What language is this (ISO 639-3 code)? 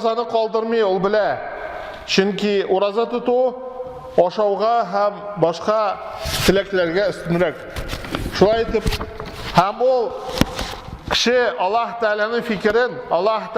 tat